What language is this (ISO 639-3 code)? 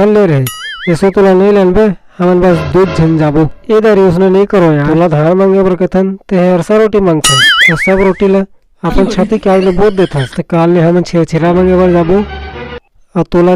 hne